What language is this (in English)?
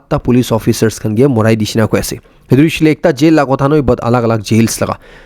Naga Pidgin